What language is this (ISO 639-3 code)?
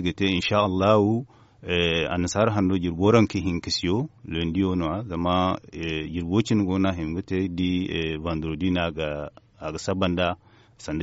dje